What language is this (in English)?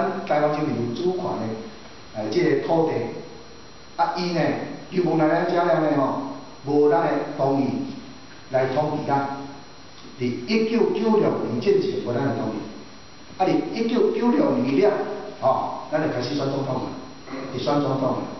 Min Nan Chinese